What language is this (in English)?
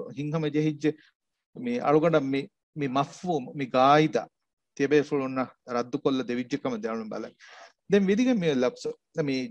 Divehi